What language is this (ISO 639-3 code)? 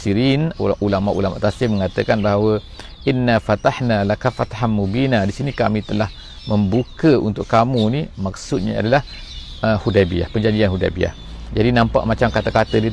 msa